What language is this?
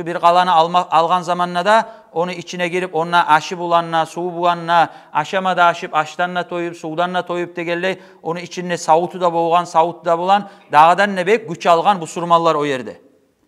Kumyk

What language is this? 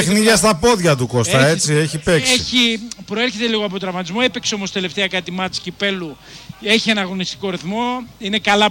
Greek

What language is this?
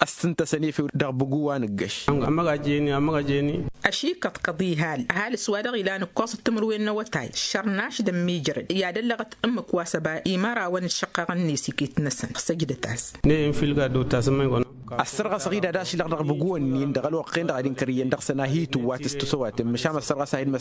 Tamasheq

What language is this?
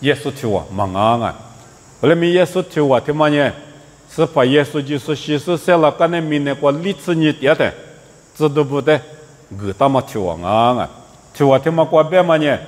Lisu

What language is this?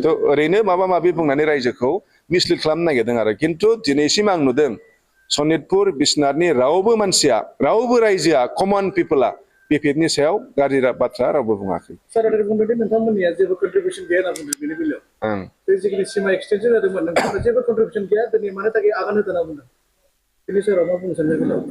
Bodo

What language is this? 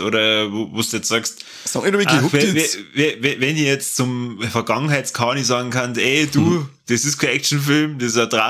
Bavarian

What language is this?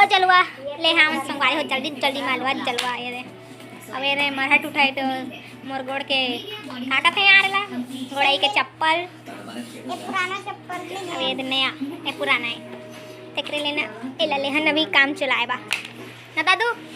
Chhattisgarhi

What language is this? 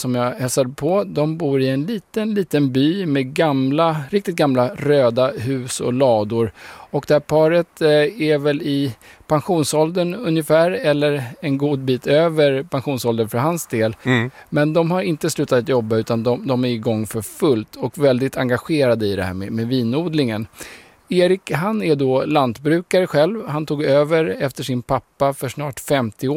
Swedish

